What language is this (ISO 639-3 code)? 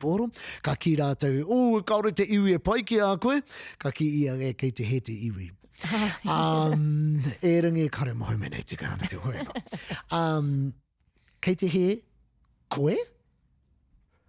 mri